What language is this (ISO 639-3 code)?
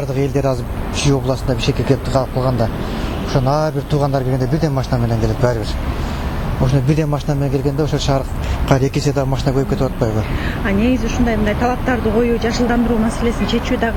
kir